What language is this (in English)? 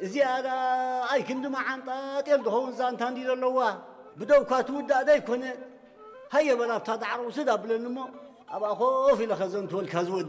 Tigrinya